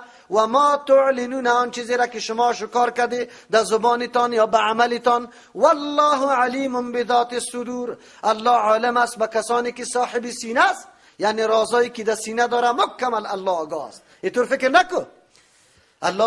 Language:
Persian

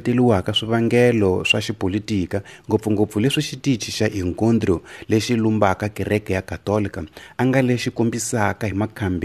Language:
Tsonga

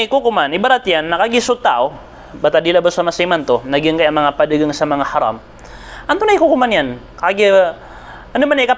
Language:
Maranao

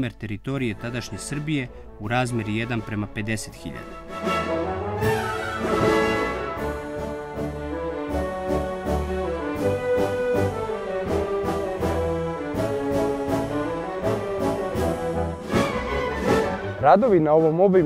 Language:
Serbian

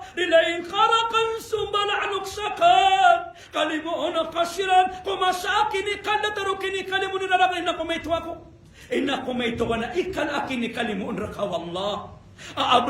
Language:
Maranao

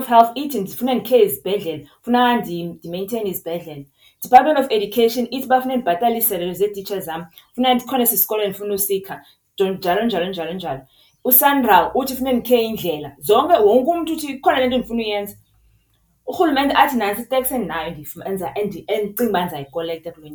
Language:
Xhosa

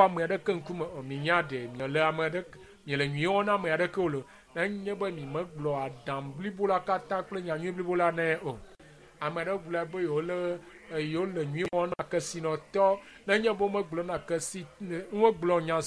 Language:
Ewe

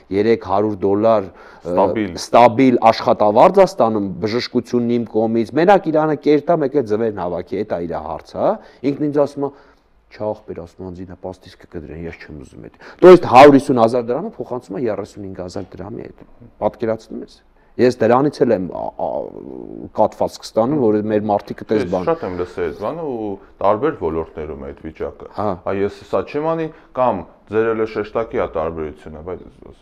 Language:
Armenian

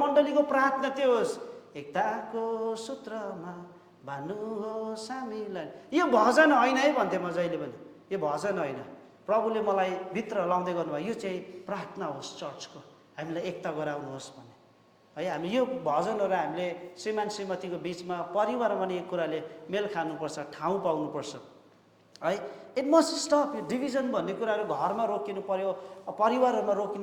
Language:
Nepali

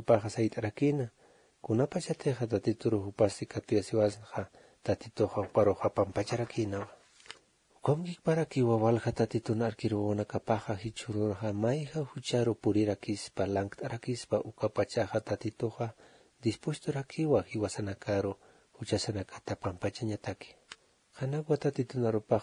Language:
Aymara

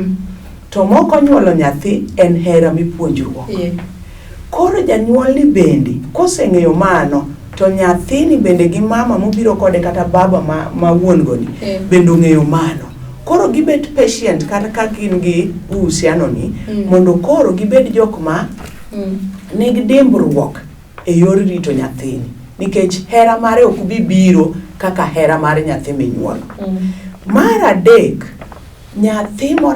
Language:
Luo (Kenya and Tanzania)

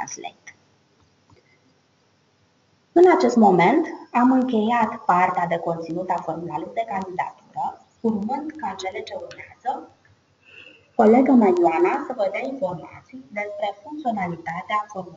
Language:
Romanian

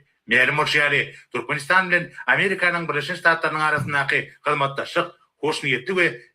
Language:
Turkmen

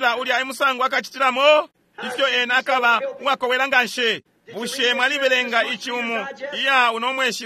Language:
Bemba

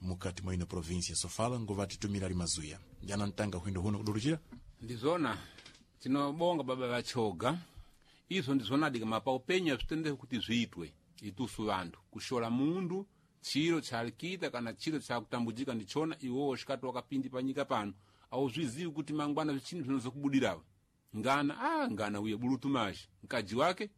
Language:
Sena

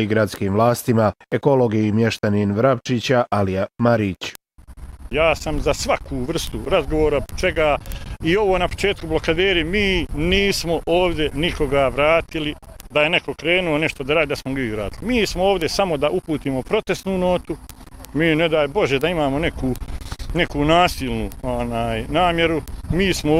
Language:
Bosnian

